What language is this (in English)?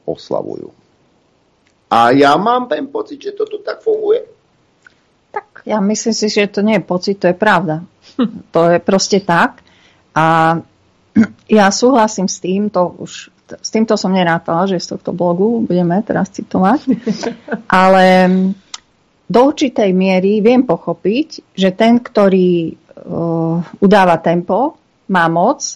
Slovak